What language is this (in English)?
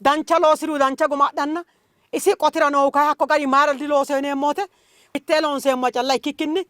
Sidamo